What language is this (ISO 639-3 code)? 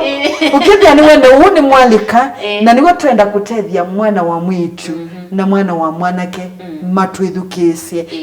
kam